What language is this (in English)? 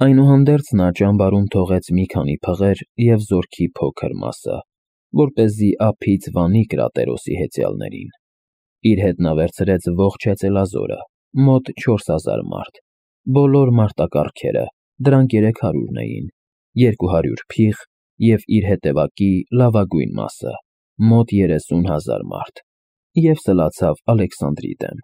Armenian